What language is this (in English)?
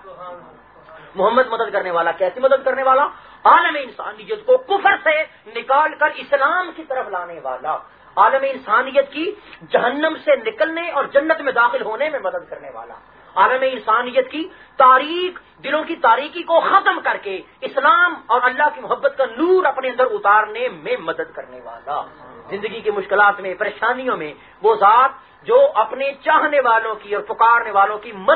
Urdu